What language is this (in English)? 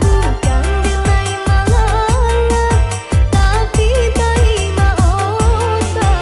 Minangkabau